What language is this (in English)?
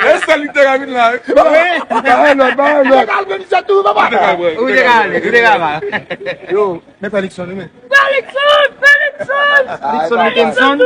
Haitian Creole